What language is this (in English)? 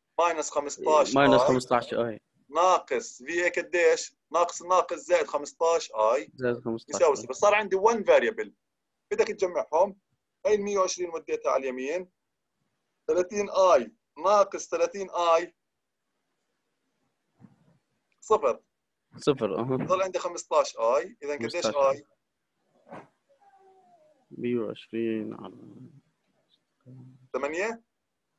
South Levantine Arabic